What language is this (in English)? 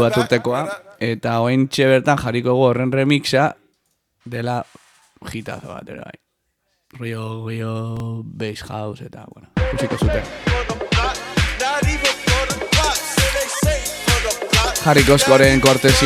Basque